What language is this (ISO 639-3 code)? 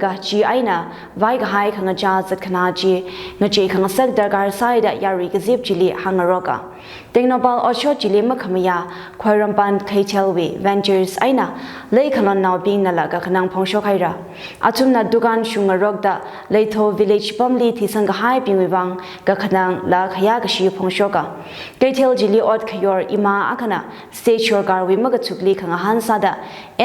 nmf